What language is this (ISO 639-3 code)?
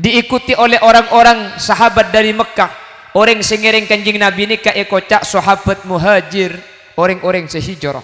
mad